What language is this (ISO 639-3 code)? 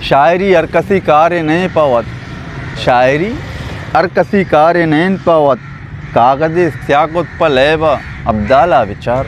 bgp